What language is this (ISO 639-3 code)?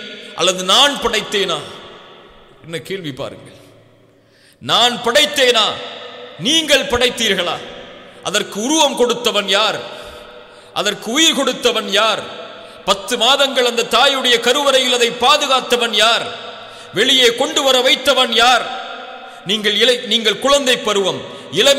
tam